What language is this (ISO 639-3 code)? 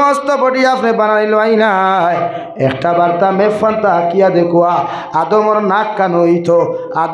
syl